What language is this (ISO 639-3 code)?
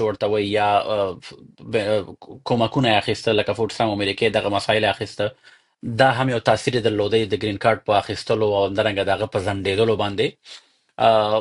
pus